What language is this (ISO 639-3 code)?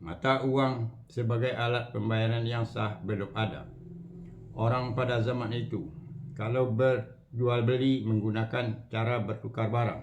min